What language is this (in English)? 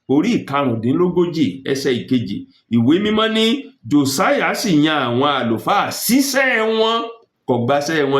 Yoruba